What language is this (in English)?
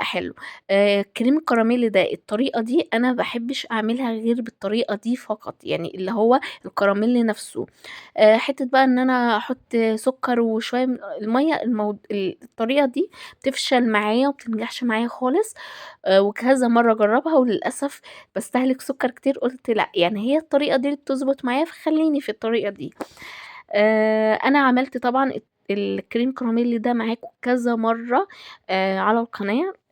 Egyptian Arabic